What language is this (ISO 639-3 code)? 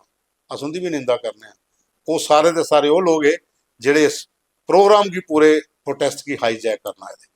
doi